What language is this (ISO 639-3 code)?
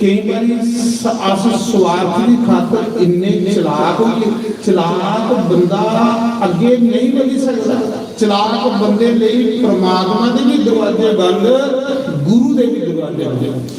doi